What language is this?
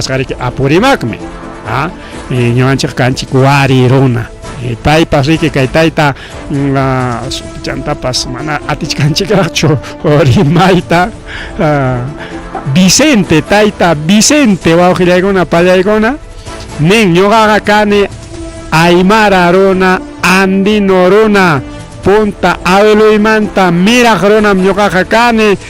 Ayacucho Quechua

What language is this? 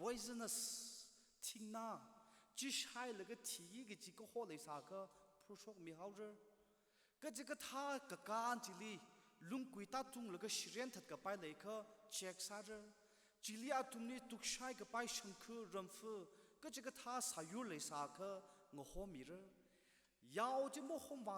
Tangkhul Naga (India)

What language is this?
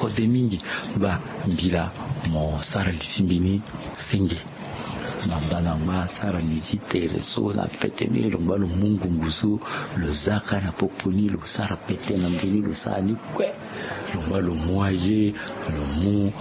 Sango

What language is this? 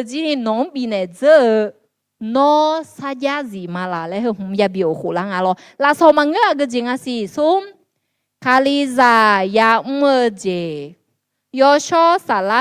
Akha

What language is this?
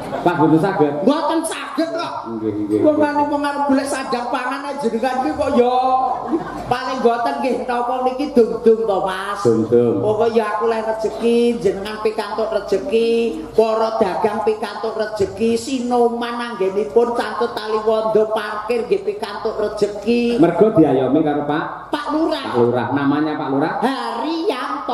Javanese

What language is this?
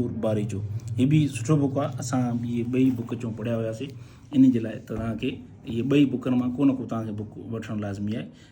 Sindhi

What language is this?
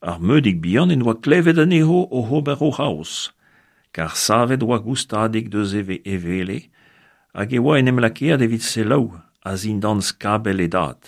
Breton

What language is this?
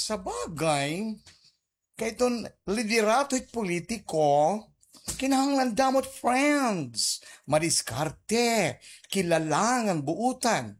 Waray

